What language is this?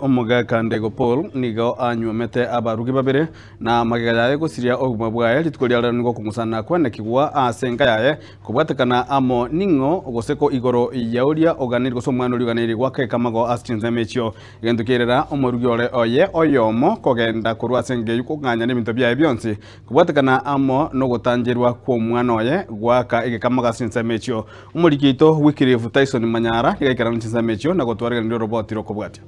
Gusii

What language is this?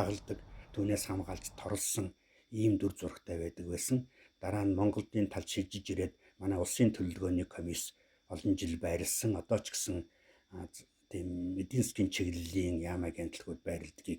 Mongolian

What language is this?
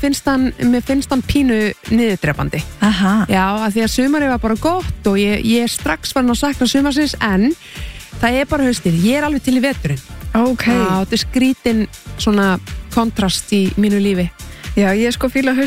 Icelandic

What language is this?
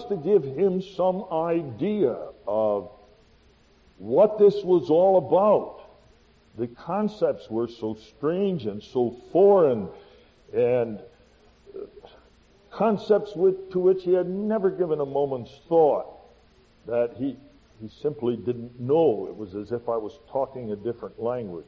English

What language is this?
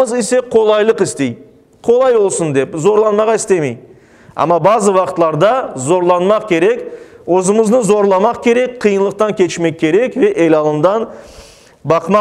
Crimean Tatar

